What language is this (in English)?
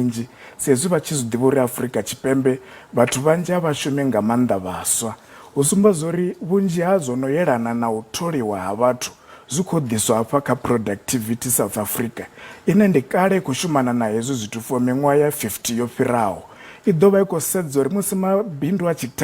Venda